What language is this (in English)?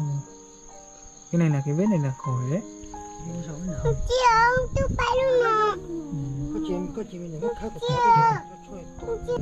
Vietnamese